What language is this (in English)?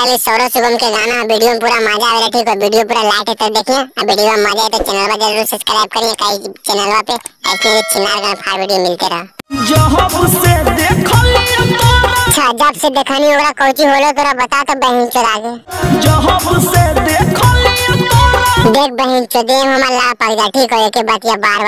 Magahi